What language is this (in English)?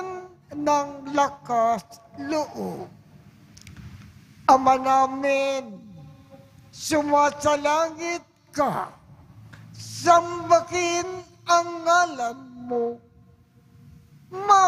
Filipino